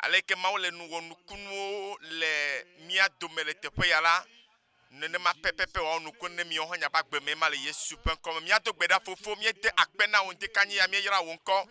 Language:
Ewe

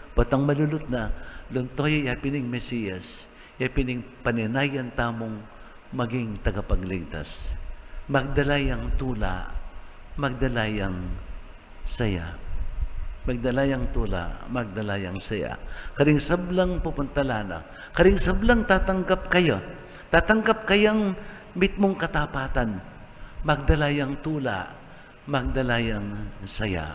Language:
Pampanga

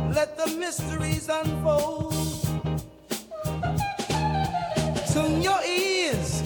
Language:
Swedish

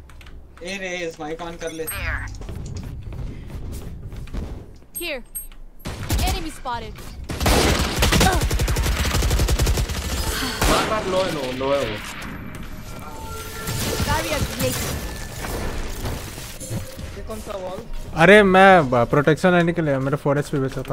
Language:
Hindi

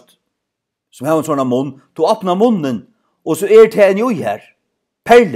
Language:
Faroese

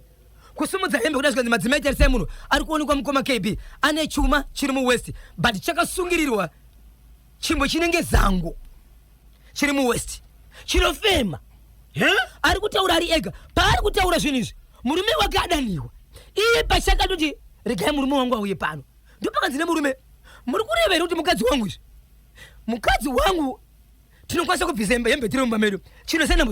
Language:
Shona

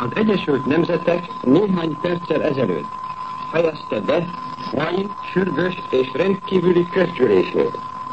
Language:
Hungarian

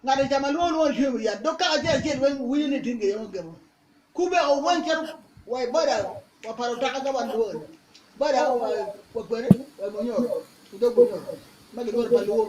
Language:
Acoli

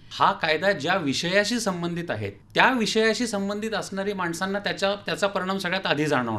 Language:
Marathi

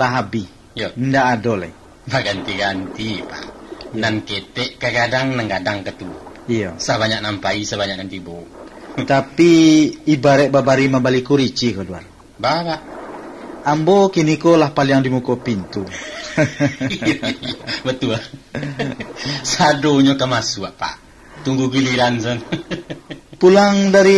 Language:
Minangkabau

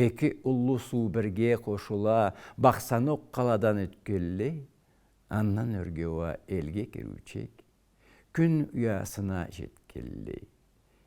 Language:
Karachay-Balkar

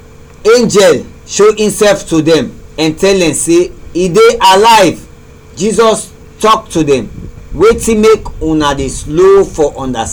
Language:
Krio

